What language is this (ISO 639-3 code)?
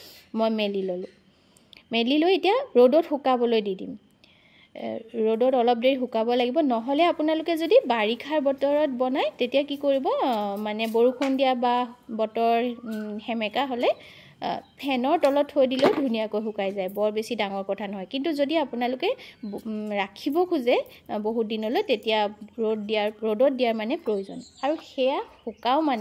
asm